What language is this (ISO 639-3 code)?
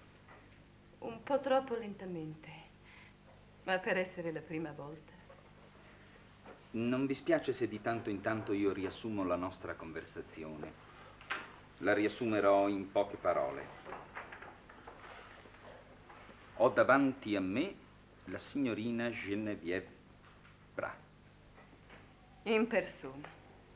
ita